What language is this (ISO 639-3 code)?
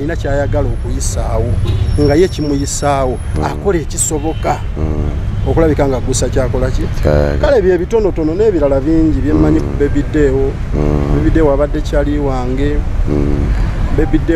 lug